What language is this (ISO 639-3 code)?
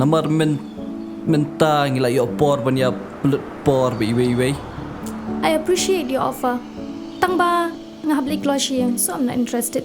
kha